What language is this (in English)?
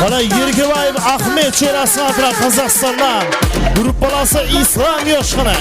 Kara-Kalpak